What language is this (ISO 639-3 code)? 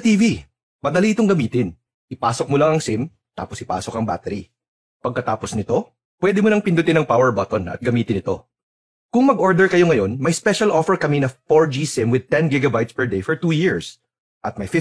fil